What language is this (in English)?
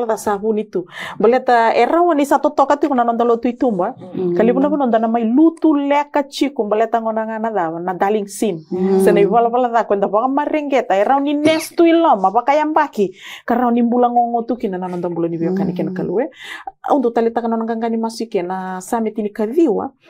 Fijian